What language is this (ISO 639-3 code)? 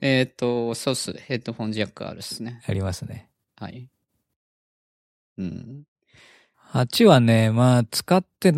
jpn